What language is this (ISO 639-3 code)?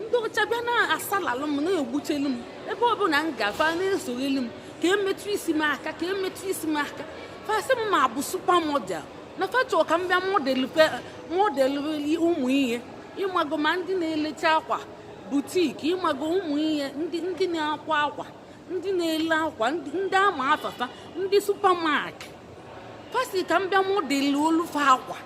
ibo